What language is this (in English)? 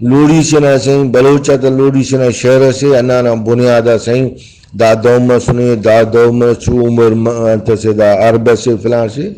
Brahui